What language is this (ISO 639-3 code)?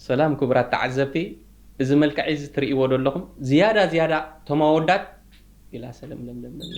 tir